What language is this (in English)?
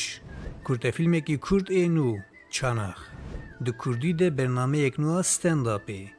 Kurdish